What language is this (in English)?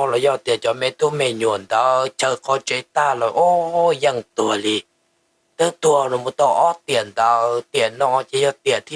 Hmong